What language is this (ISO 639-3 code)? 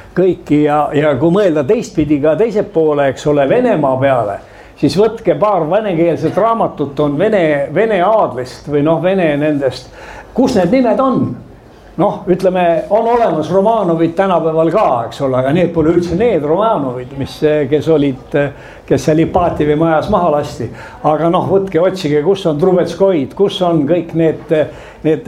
est